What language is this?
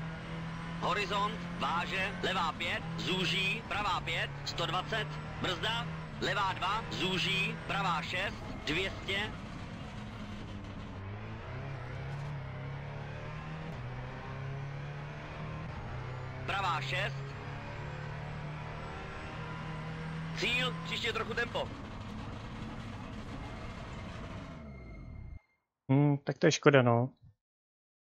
Czech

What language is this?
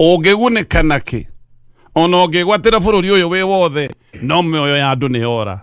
Kikuyu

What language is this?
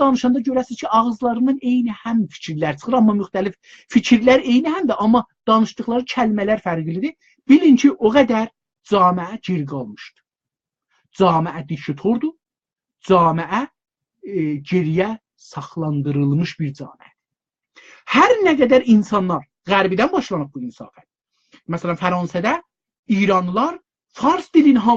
South Azerbaijani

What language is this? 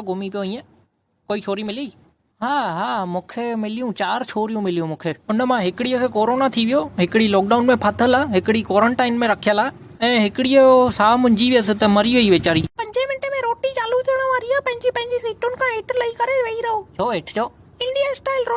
Sindhi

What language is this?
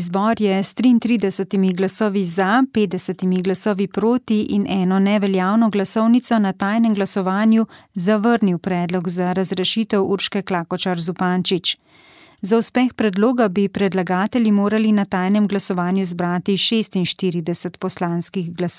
Slovenian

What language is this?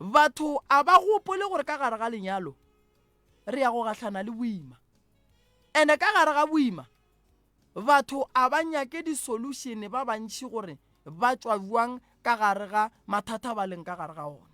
Northern Sotho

